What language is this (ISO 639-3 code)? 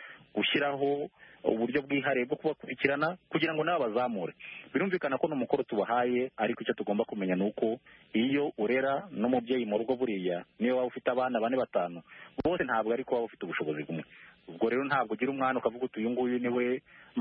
kin